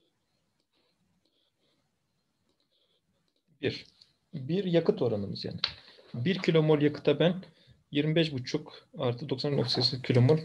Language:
Turkish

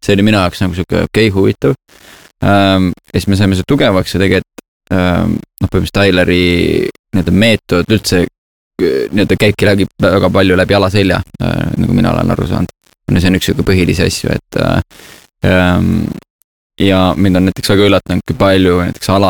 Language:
Estonian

